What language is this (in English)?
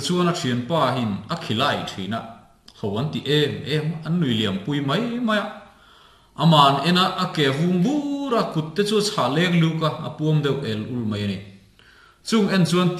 Mizo